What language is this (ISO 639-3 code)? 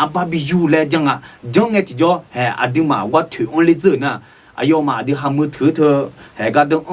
ahk